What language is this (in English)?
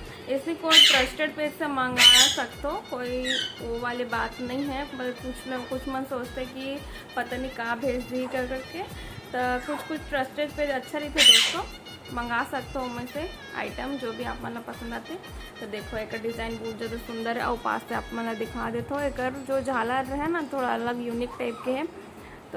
Chhattisgarhi